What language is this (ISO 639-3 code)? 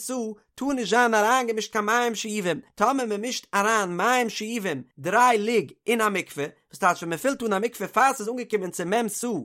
yid